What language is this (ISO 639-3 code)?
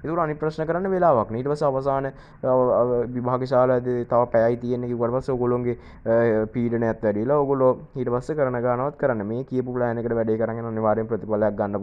sin